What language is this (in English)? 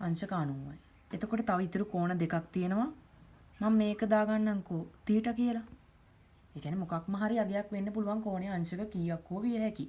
Sinhala